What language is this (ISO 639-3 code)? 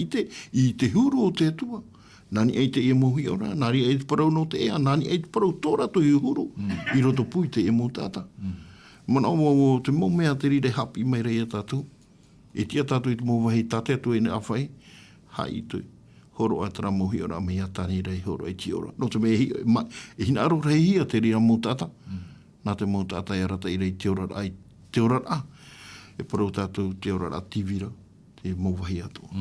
tah